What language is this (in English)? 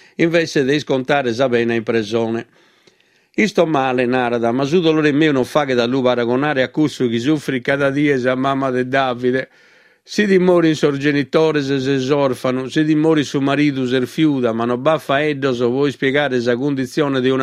Sardinian